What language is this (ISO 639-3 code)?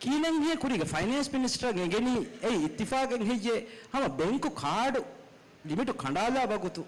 div